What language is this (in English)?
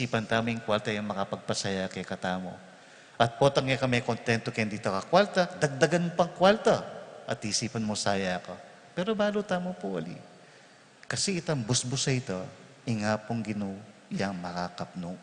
Pampanga